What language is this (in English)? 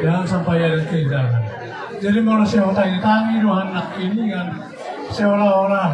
Batak Toba